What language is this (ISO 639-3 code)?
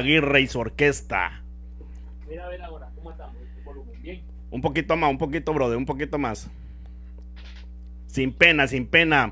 spa